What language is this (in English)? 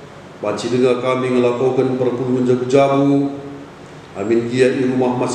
Batak Karo